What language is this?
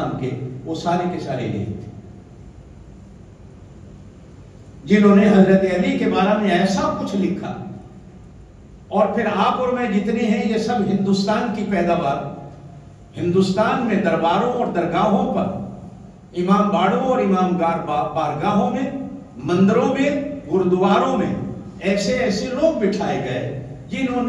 Urdu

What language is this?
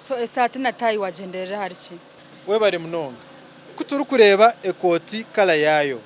Nyankole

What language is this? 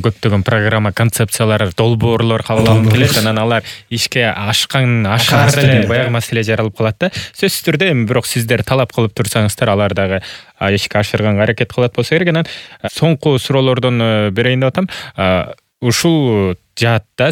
Kyrgyz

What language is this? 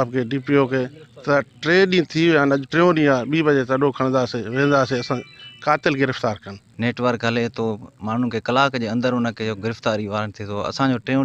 Sindhi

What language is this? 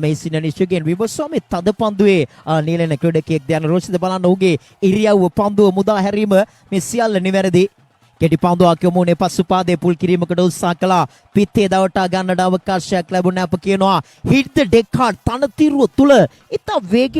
Sinhala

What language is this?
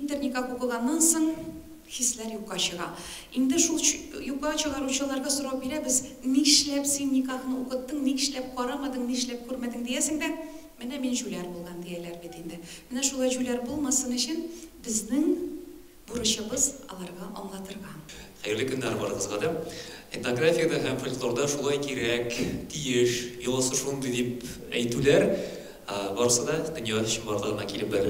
Tatar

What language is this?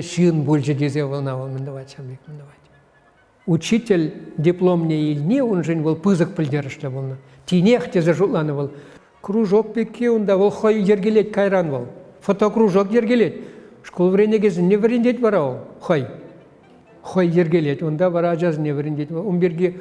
Chuvash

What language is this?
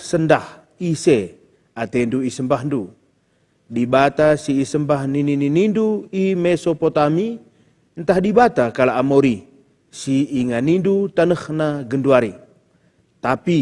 Batak Karo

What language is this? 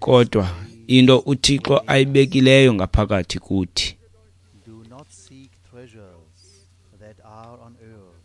Xhosa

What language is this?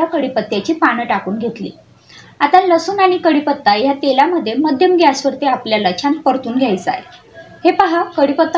Marathi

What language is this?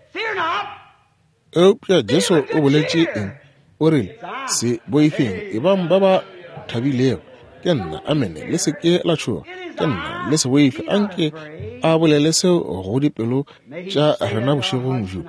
Northern Sotho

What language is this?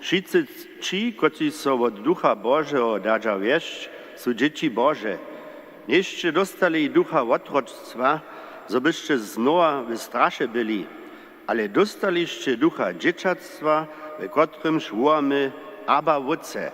Upper Sorbian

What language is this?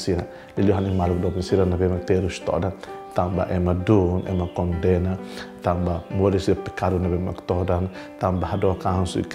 Tetum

